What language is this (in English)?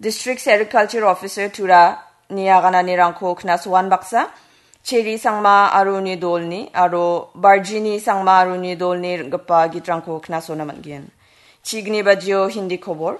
Garo